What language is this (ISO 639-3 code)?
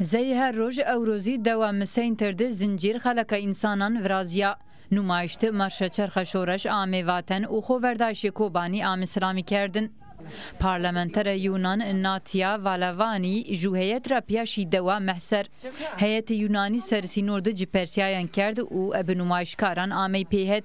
zza